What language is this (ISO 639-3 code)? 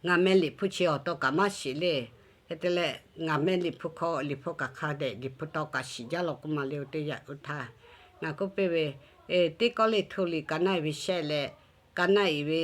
lhu